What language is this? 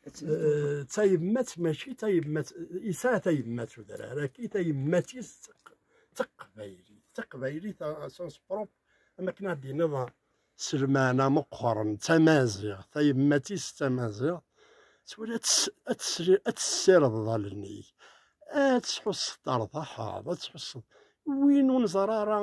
Kabyle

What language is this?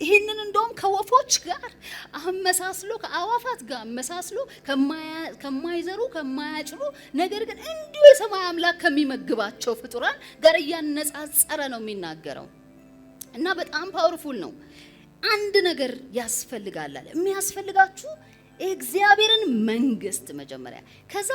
Amharic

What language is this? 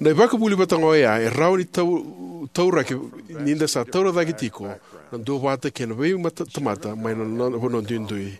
Fijian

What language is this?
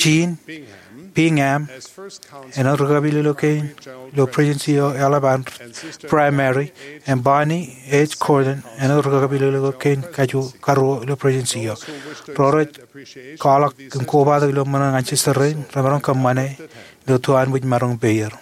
Marshallese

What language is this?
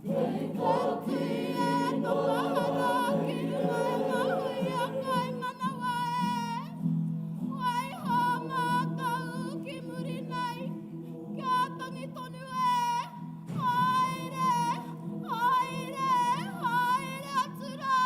Māori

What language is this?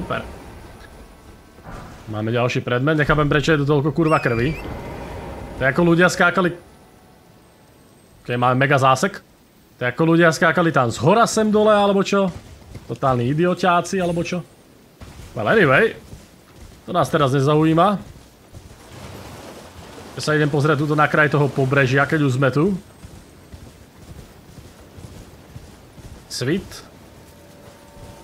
Slovak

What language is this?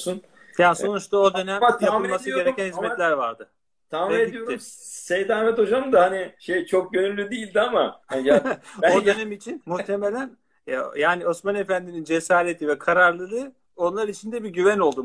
Turkish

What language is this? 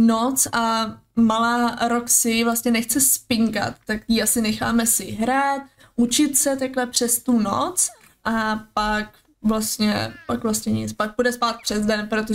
Czech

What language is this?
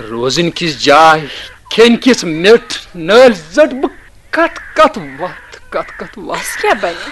Kashmiri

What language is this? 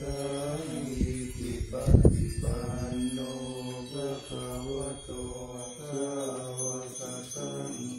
Pali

